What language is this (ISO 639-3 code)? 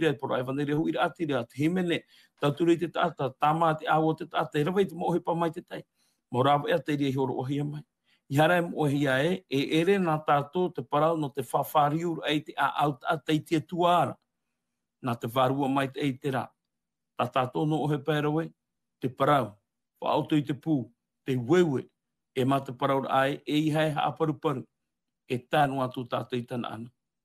tah